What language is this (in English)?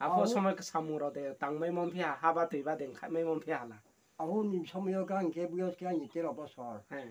Riang (India)